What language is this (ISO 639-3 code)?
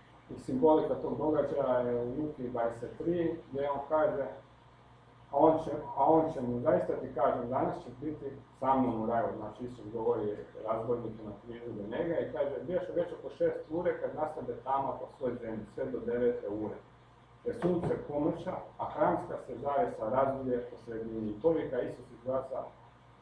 hrv